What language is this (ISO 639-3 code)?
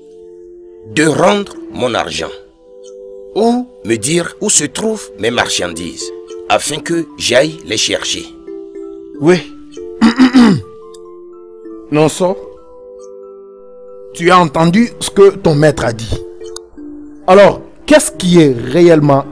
fra